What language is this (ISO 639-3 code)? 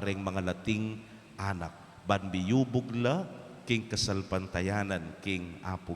pam